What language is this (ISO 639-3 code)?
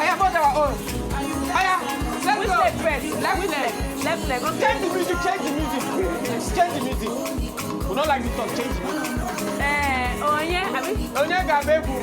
pcm